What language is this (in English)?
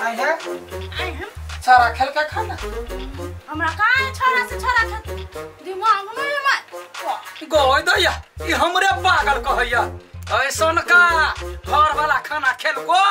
Maithili